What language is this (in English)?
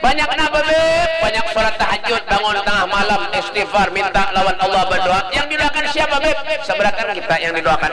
Banjar